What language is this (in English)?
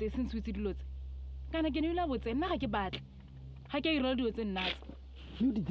Tswana